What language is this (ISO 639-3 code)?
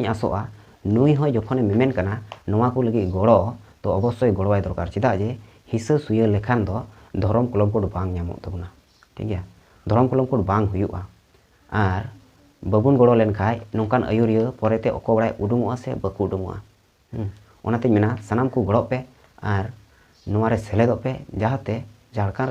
sat